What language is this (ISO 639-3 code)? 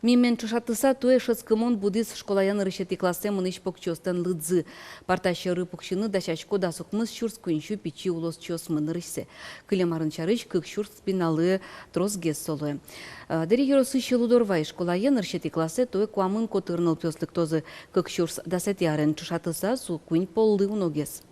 udm